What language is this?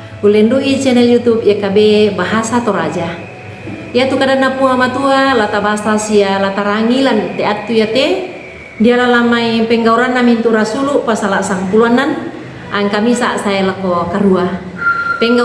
Toraja-Sa'dan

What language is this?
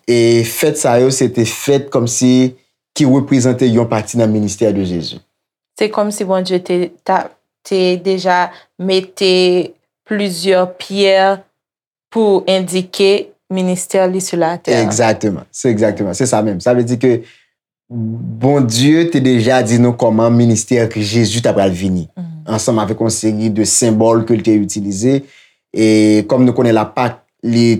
Haitian Creole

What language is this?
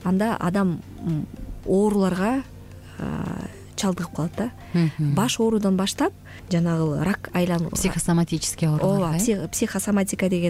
Kyrgyz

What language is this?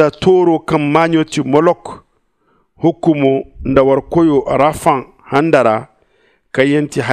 Zarma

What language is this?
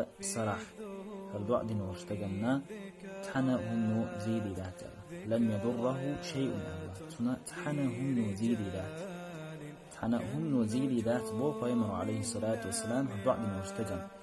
Chechen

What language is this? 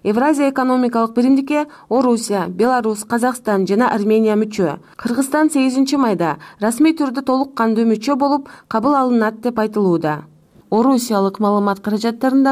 Kyrgyz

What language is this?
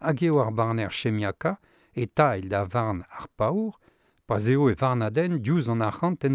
Breton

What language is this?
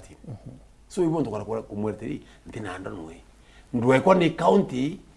Meru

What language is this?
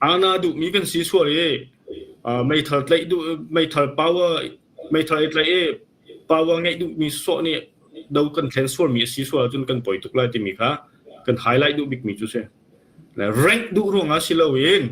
Hakha Chin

